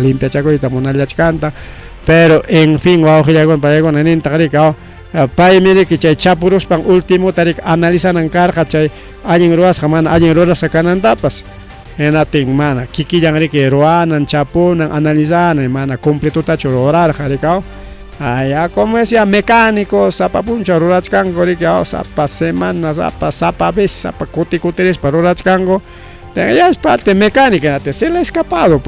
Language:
Ayacucho Quechua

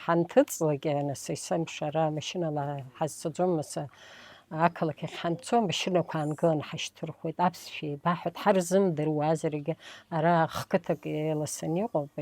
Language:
Abkhazian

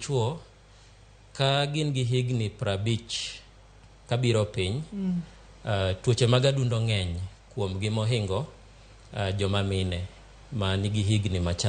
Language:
Luo (Kenya and Tanzania)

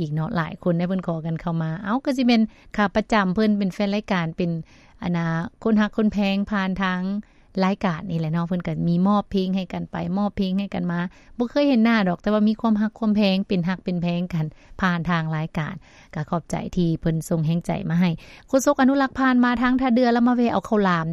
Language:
Lao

